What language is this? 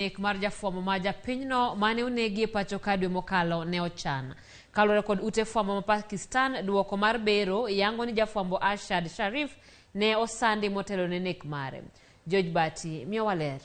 Luo (Kenya and Tanzania)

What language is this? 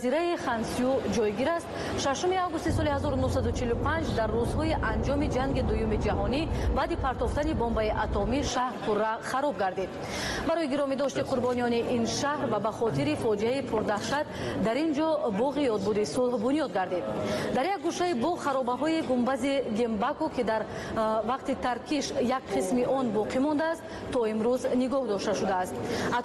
Tajik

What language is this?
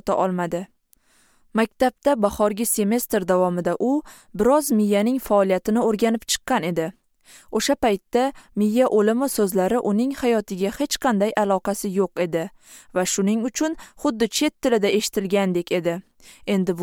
Uzbek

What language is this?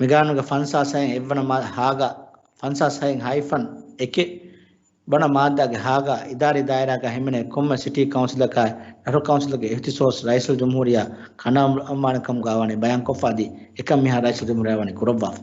Divehi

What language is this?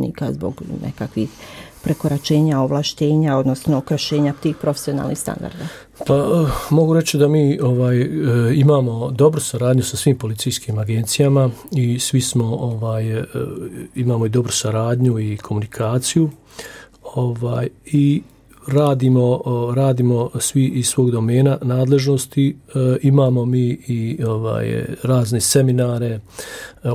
Bosnian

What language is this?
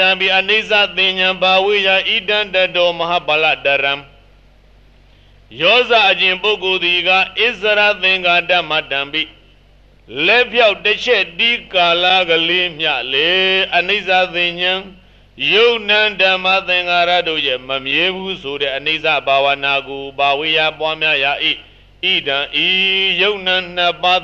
Burmese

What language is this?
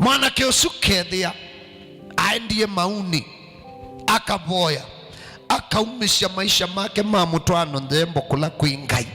Kamba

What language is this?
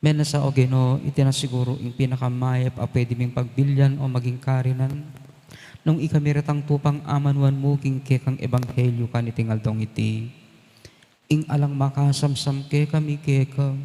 Pampanga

